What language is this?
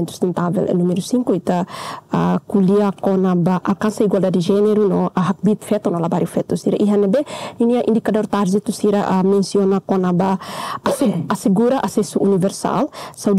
Tetum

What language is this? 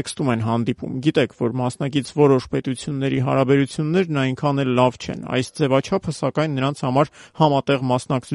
Armenian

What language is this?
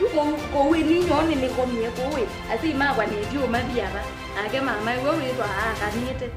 Kamba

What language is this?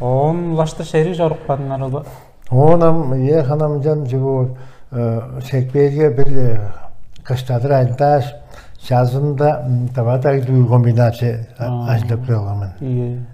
Tuvinian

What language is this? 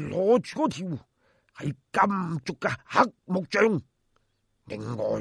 Cantonese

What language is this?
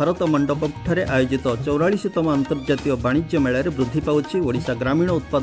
Odia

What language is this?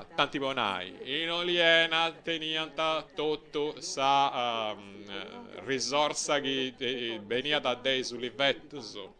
Sardinian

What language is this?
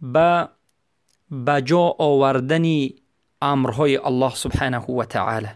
Persian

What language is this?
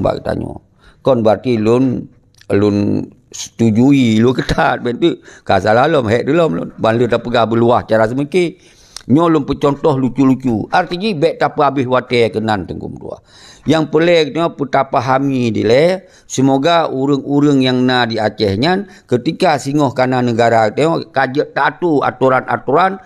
Achinese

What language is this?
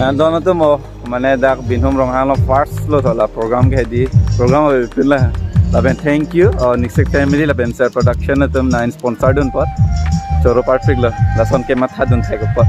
Karbi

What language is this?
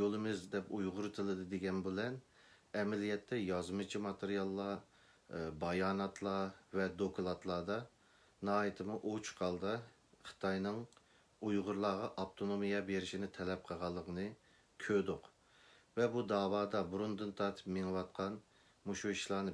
Uyghur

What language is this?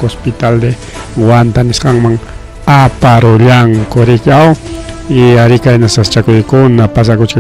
Ayacucho Quechua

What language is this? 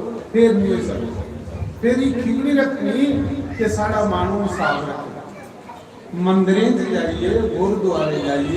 Dogri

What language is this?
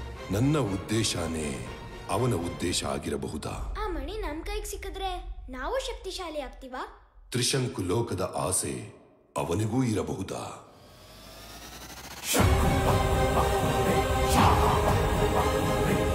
Kannada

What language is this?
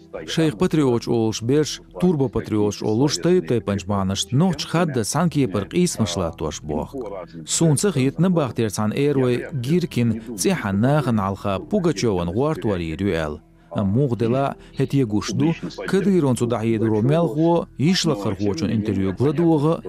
Chechen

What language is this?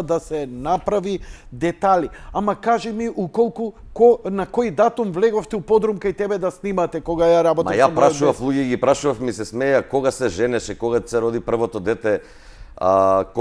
Macedonian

